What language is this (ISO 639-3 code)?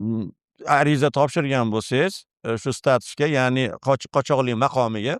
uzb